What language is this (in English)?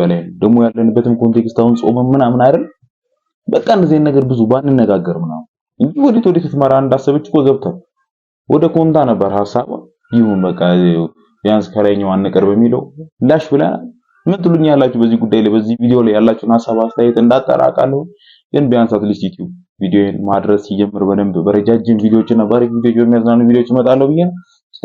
Amharic